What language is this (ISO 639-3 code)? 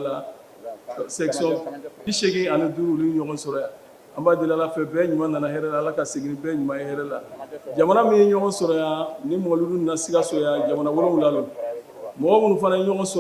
bam